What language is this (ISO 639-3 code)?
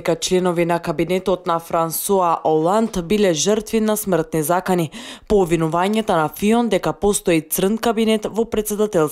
mkd